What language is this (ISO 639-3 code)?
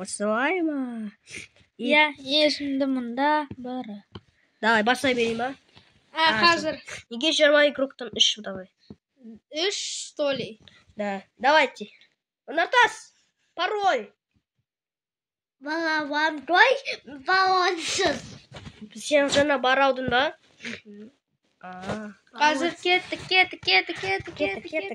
kaz